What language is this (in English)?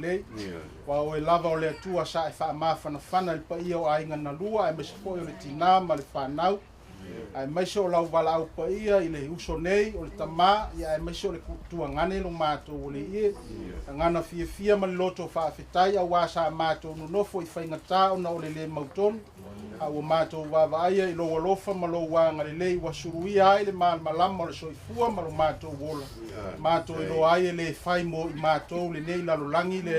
Samoan